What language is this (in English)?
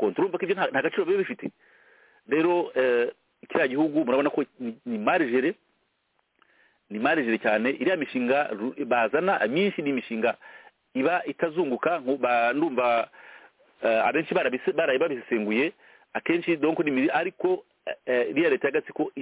Kinyarwanda